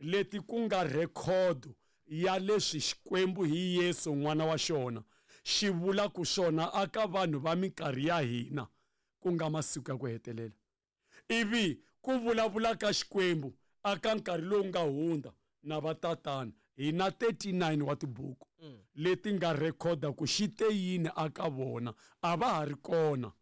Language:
Tsonga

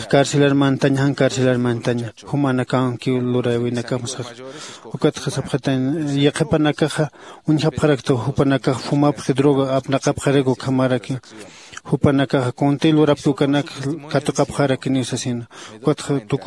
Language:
Aymara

